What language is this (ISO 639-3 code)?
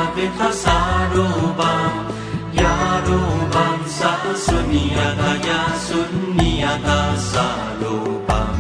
san